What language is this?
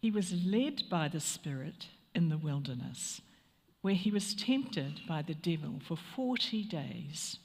Māori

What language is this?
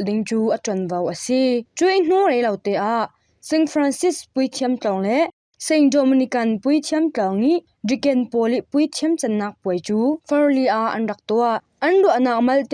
Falam Chin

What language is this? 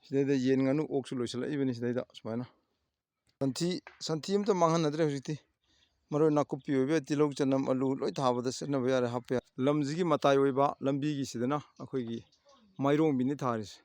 Manipuri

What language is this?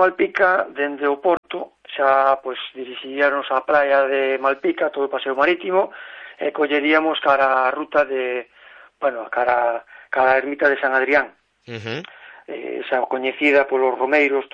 Galician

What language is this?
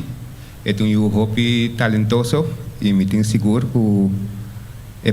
Papiamento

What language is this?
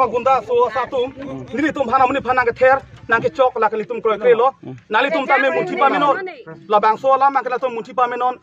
Karbi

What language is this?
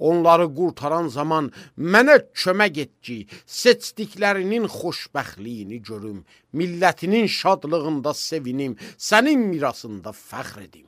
Azerbaijani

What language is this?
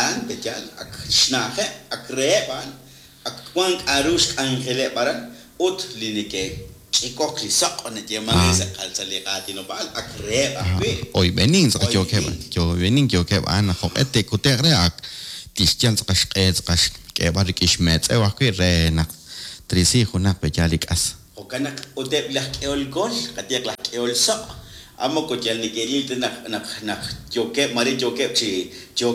Kekchí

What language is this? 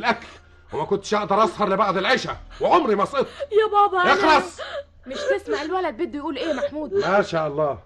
Egyptian Arabic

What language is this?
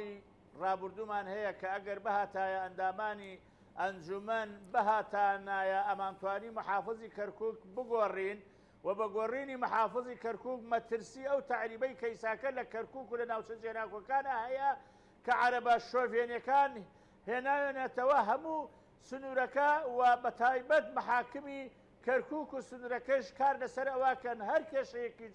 Central Kurdish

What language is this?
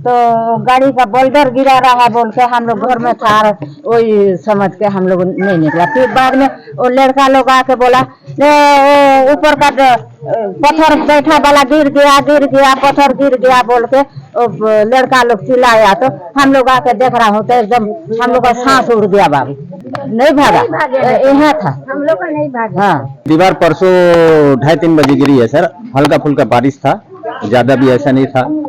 Chhattisgarhi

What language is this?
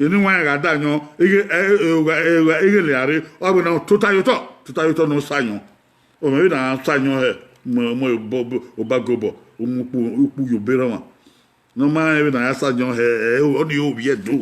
Bini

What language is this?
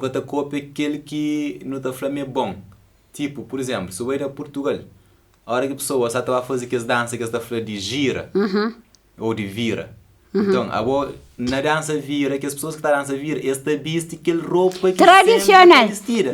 Kabuverdianu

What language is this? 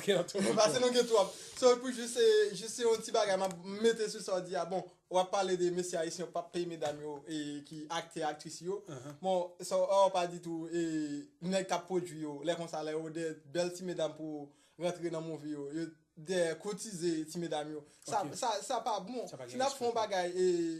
Haitian Creole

